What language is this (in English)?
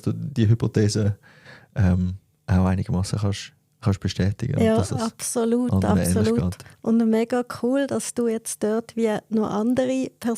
Swiss German